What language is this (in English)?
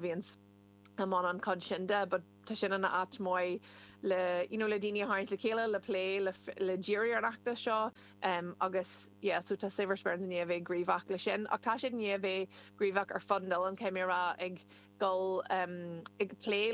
Irish